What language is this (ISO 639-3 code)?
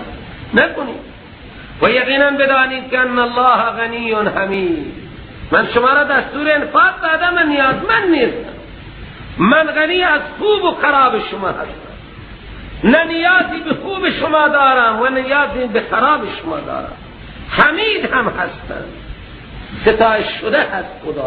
fas